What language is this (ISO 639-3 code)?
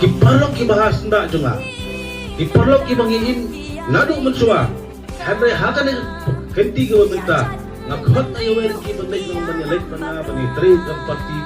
kha